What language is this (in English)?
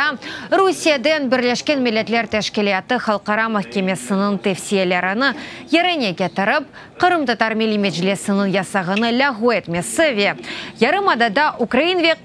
Crimean Tatar